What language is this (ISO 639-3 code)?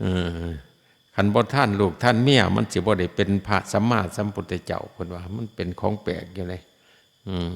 lao